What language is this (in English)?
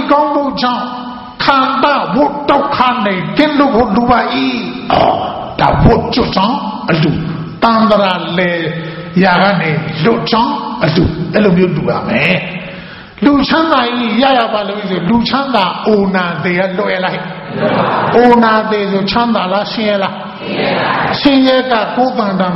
Burmese